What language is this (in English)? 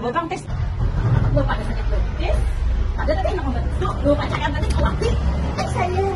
Banjar